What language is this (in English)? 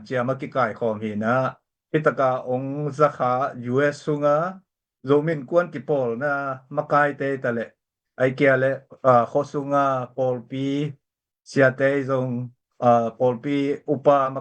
Tedim Chin